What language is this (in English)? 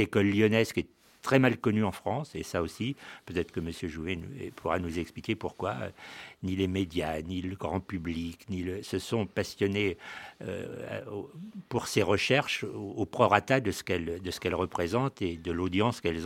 French